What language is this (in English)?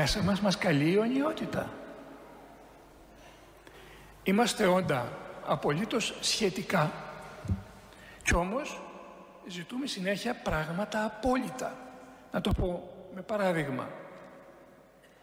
Greek